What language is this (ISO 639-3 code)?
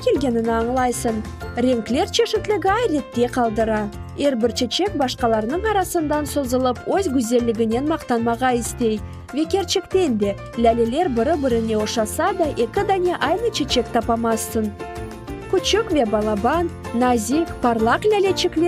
crh